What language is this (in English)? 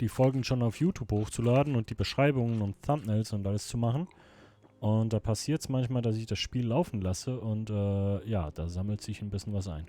Swiss German